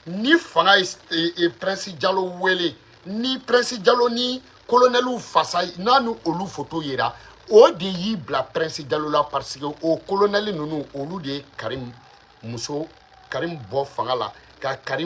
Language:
Bambara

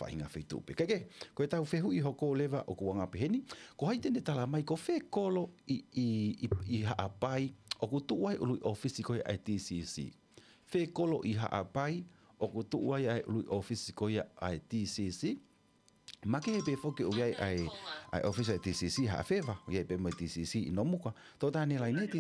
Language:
Tongan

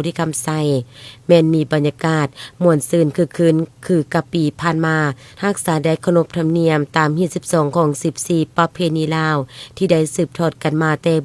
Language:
Lao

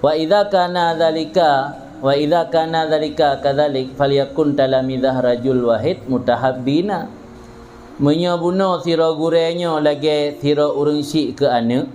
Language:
Achinese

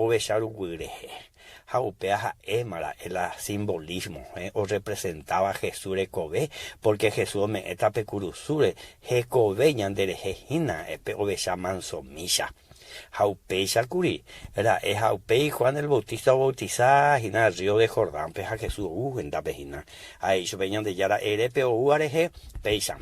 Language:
Guarani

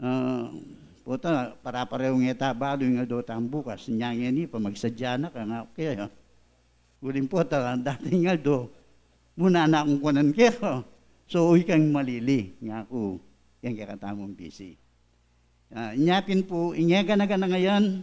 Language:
Pampanga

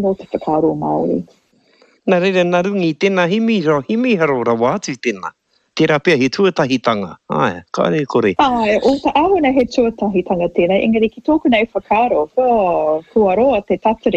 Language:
Māori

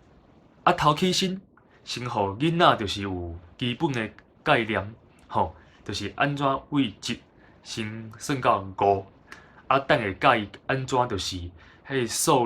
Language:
Min Nan Chinese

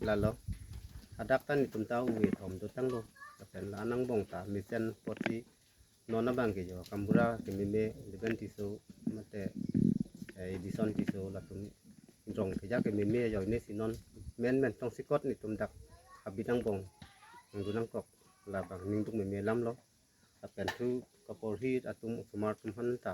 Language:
Karbi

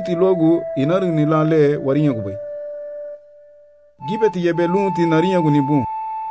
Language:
Garifuna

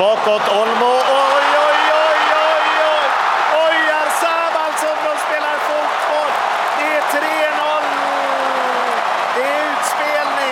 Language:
Swedish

